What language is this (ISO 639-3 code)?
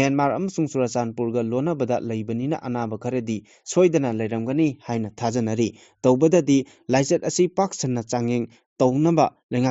mni